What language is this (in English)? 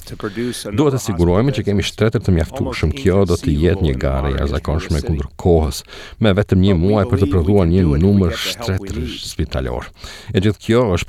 Albanian